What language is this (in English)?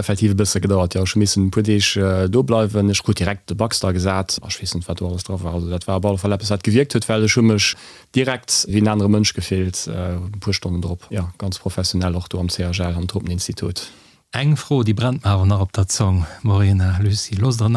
Luxembourgish